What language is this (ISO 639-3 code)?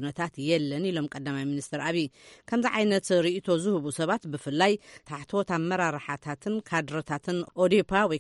tir